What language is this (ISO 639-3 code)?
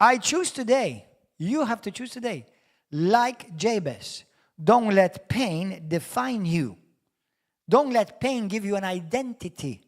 eng